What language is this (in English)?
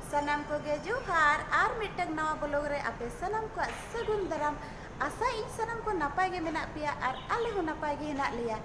Santali